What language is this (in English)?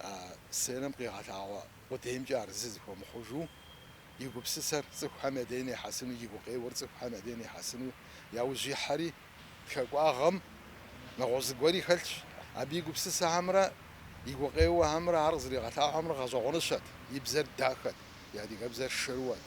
Kabardian